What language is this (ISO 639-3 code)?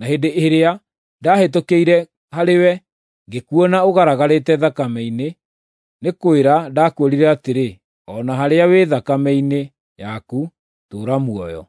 kik